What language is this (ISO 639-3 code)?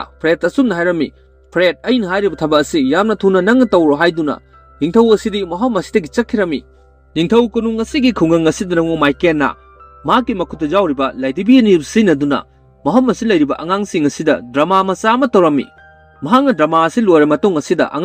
mni